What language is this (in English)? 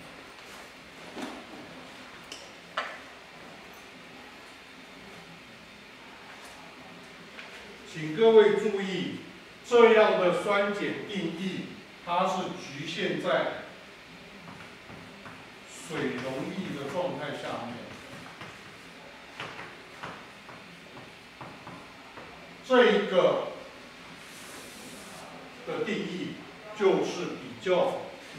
Chinese